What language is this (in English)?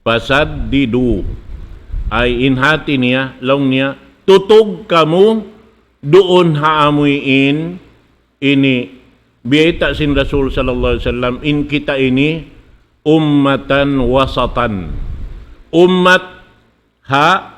Tausug